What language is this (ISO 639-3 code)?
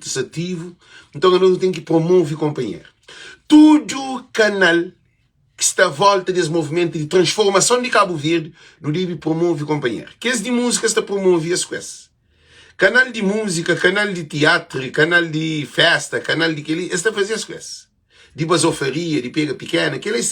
kea